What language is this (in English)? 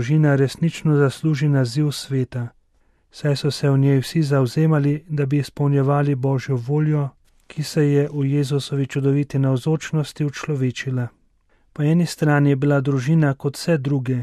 Slovenian